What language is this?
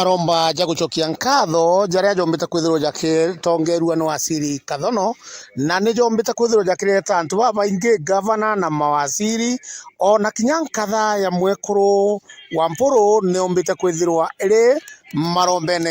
Meru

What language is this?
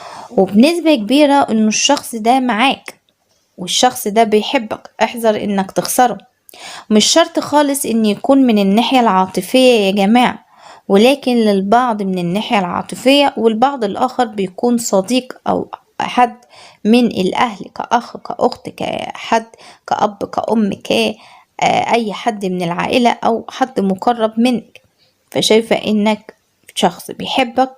Egyptian Arabic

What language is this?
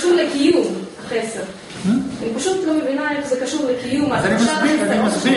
Hebrew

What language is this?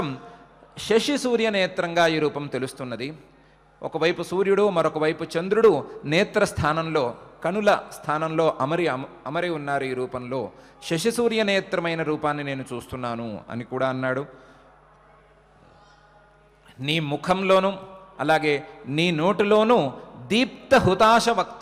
Telugu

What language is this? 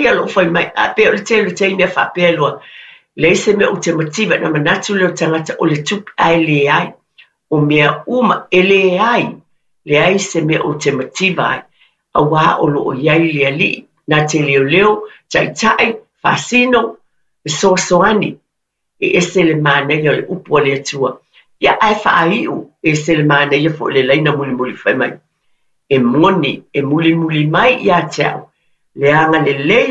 Samoan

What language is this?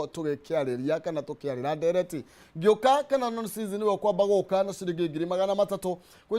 Kikuyu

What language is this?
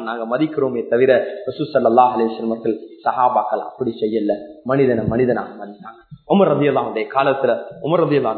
Tamil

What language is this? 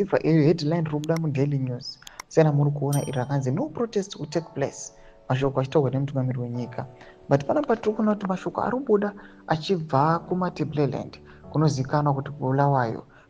Shona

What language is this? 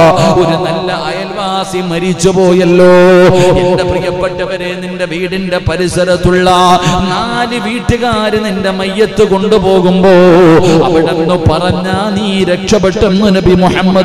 Malayalam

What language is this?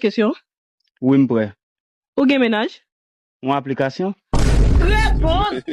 Haitian Creole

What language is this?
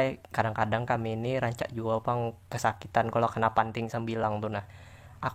Banjar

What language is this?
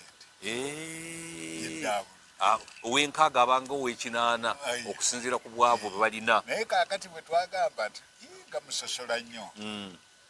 Ganda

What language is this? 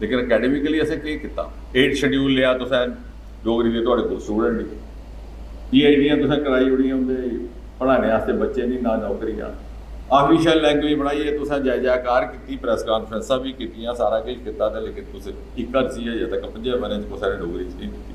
Dogri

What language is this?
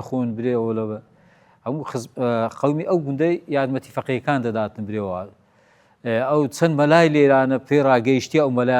Central Kurdish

